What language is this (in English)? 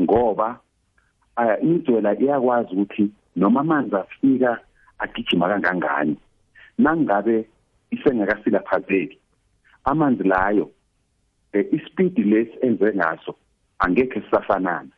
South Ndebele